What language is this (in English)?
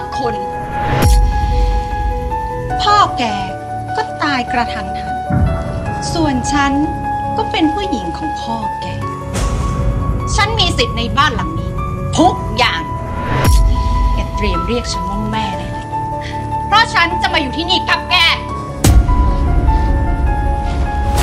Thai